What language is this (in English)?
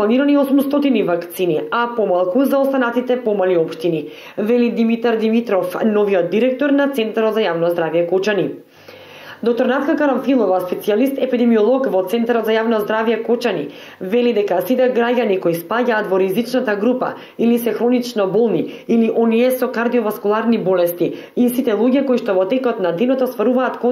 Macedonian